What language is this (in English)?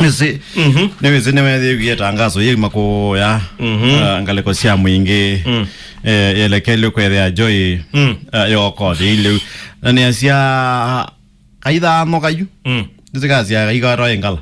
Kamba